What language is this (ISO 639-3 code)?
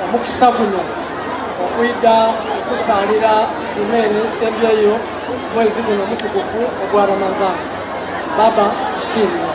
xog